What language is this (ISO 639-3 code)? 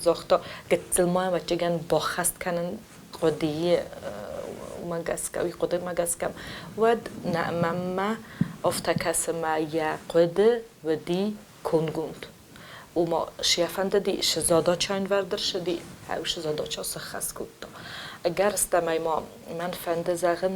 oss